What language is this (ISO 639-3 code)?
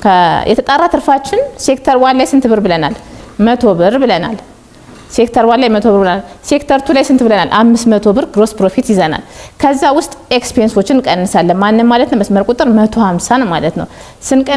amh